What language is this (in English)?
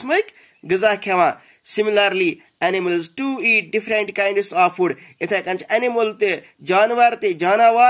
Kashmiri